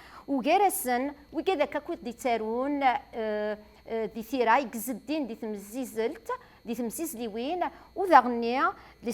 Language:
Kabyle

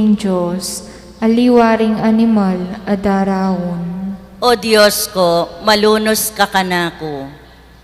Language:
Pampanga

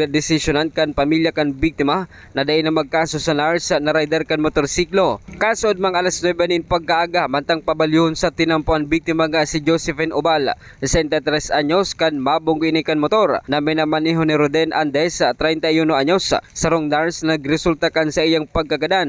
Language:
Bikol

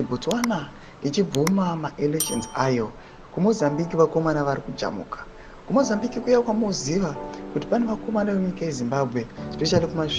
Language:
Shona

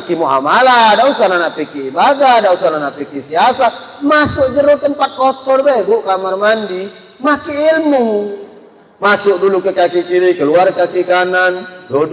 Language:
Musi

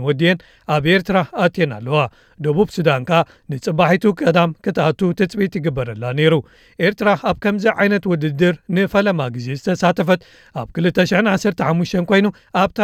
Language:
Tigrinya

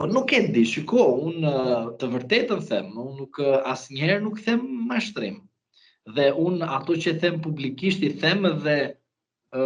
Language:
Albanian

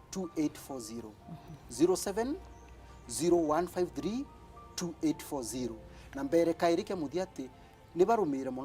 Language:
Meru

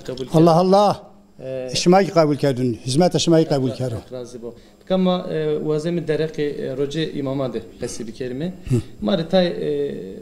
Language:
Zaza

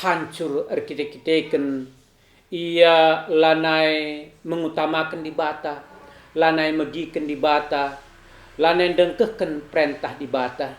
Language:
Batak Karo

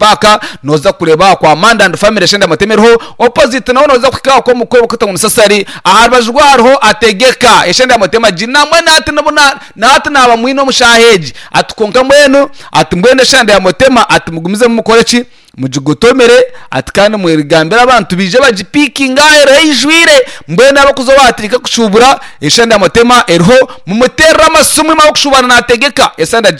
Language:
Nyankole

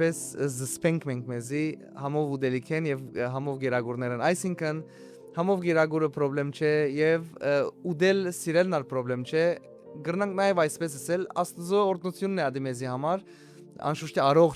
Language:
Western Armenian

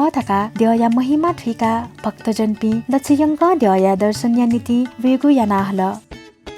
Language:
Newari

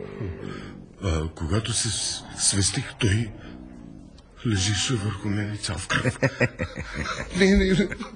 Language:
Bulgarian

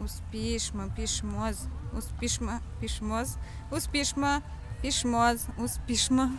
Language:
Udmurt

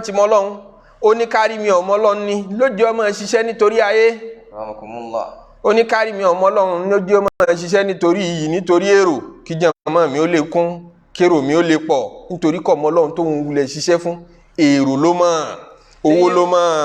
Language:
Yoruba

